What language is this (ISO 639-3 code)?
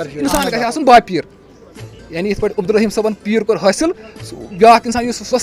kas